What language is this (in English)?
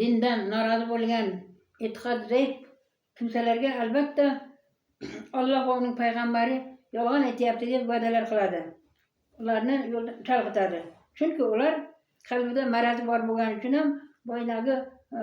Uzbek